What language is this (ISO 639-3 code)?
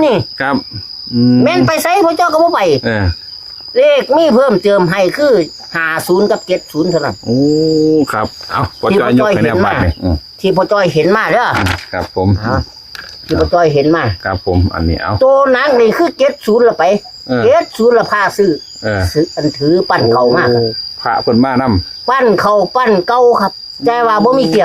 tts